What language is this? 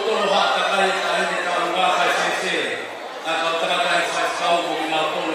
Tongan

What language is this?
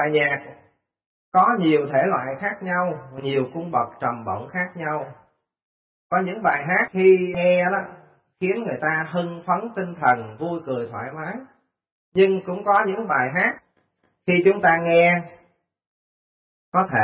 Vietnamese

